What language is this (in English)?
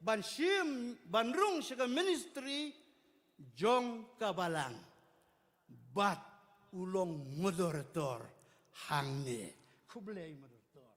Khasi